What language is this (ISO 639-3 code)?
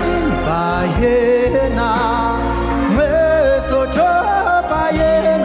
bod